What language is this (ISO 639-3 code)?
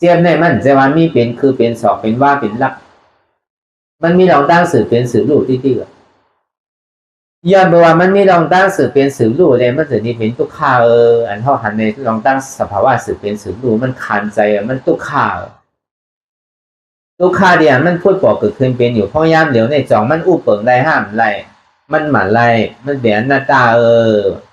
shn